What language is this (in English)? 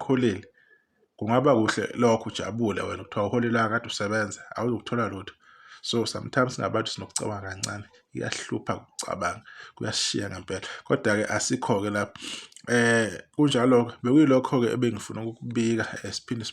Zulu